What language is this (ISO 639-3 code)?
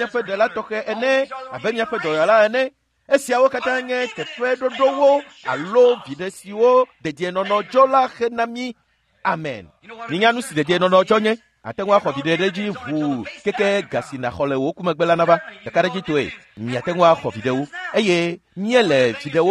ewe